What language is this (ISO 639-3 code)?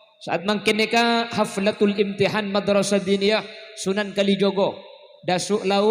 mad